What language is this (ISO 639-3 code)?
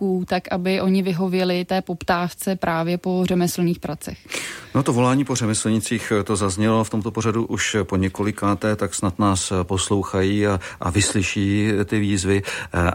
ces